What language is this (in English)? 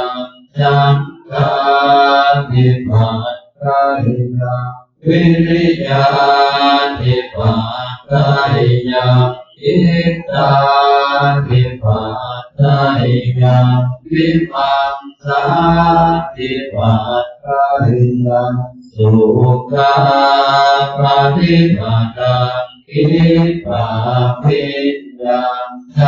Pali